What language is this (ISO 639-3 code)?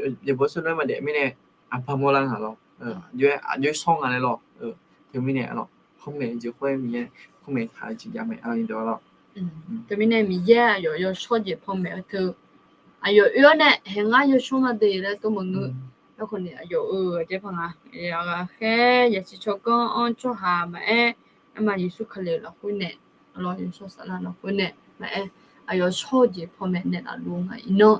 ahk